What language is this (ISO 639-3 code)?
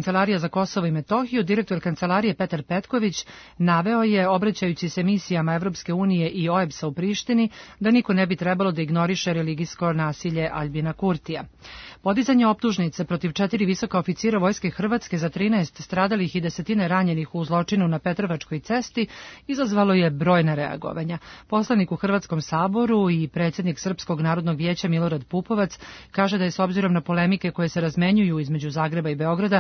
srp